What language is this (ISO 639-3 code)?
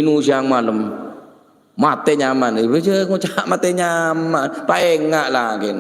mad